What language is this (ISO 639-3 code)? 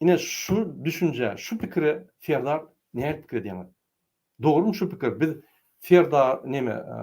tuk